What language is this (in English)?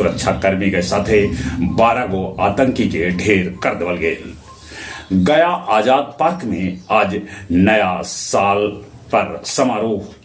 Magahi